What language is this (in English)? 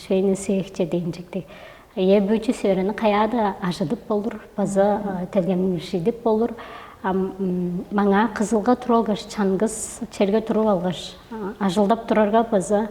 Tuvinian